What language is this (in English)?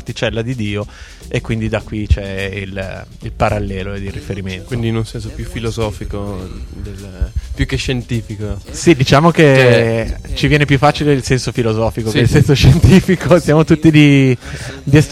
Italian